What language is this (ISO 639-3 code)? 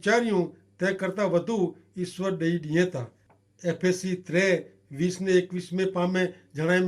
kfr